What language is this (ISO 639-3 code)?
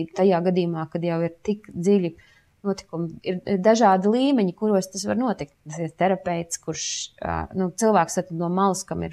lav